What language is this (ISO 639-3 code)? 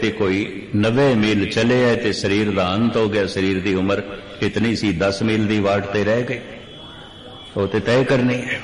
pan